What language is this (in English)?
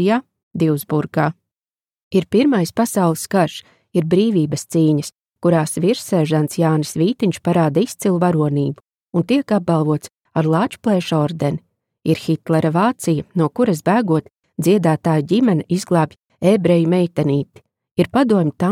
Latvian